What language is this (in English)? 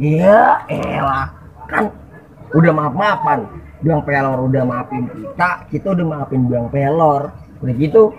Betawi